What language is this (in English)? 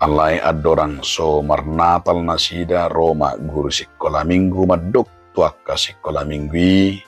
Batak Toba